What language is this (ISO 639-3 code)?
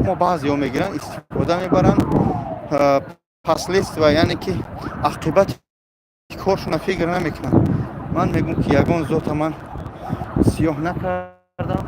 tgk